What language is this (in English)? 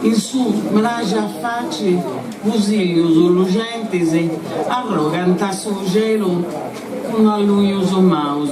Sardinian